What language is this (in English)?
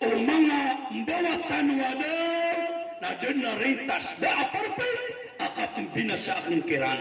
Maranao